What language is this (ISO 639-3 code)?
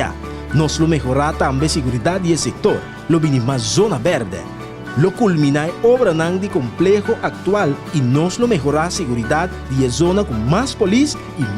pap